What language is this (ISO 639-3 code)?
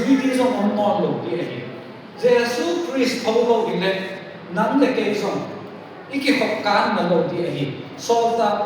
ctd